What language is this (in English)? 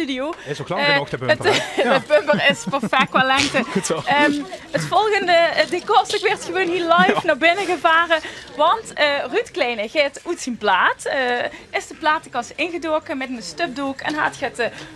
Limburgish